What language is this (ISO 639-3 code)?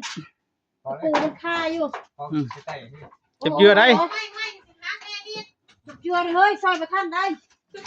tts